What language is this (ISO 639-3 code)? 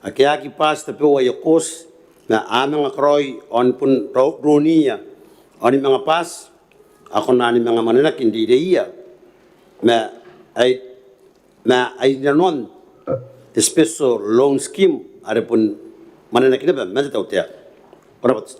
gil